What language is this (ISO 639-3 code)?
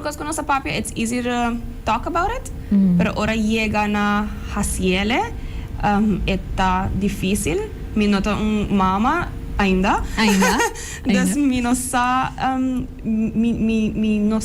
pap